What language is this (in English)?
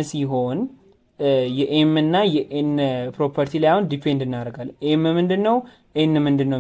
Amharic